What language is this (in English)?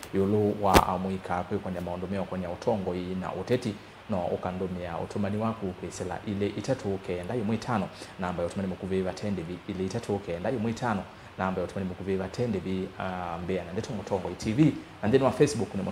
Kamba